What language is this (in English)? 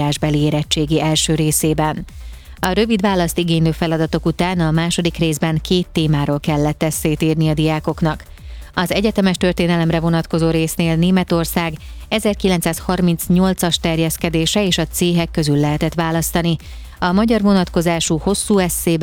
Hungarian